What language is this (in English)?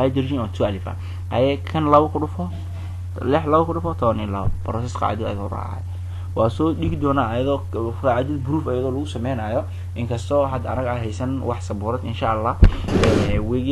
Somali